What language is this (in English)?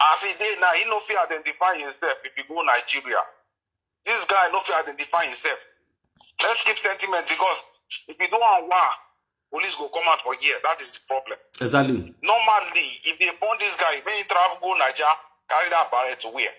Nigerian Pidgin